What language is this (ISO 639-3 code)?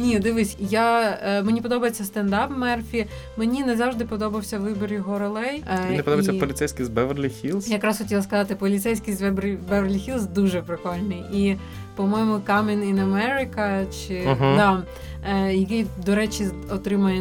ukr